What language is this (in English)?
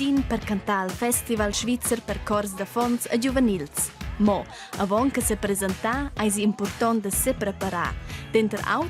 Romansh